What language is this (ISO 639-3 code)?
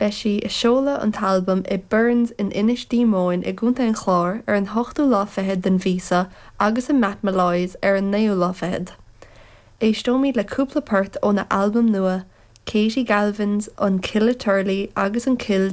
gle